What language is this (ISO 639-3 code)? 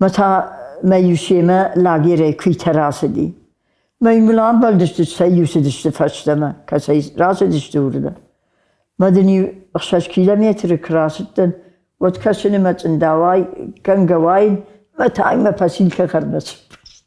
oss